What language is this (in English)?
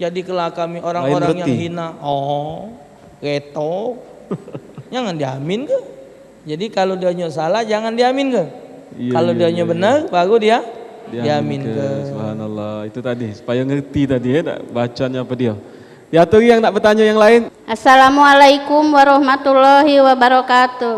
Musi